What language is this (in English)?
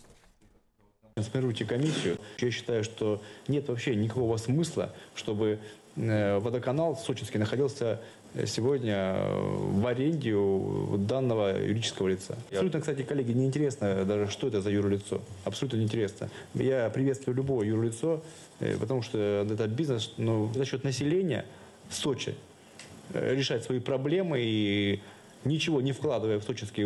Russian